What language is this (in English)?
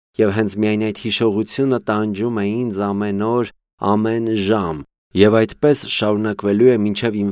Armenian